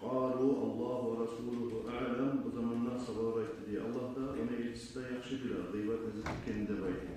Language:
Kumyk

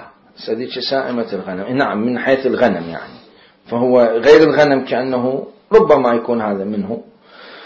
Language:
Mesopotamian Arabic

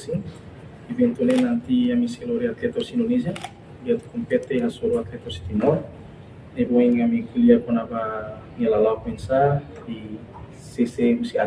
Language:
Tetum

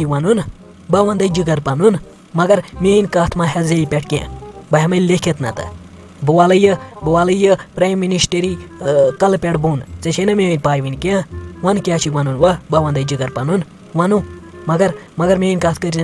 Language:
Kashmiri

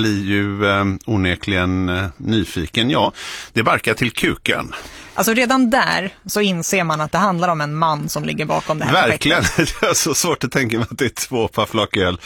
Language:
Swedish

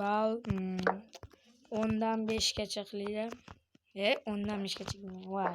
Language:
Uzbek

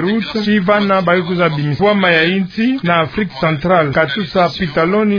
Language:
Kituba (Democratic Republic of Congo)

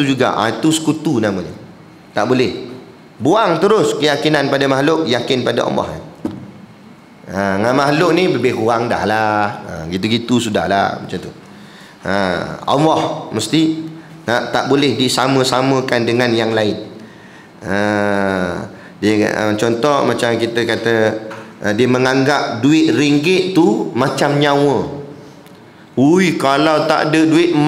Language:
Malay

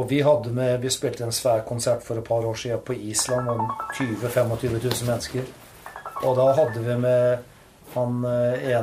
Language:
Norwegian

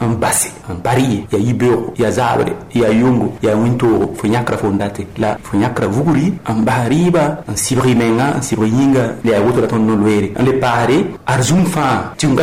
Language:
Mossi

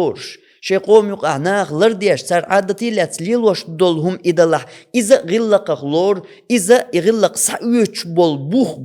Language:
Chechen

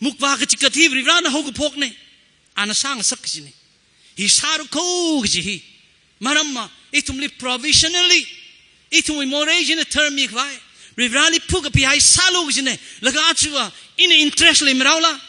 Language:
Tangkhul Naga (India)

